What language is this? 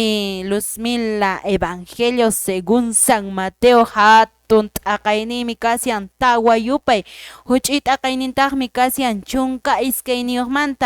Quechua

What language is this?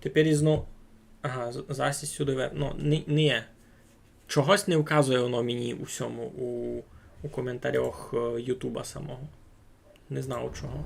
Rusyn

